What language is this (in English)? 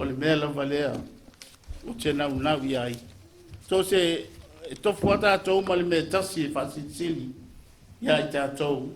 Samoan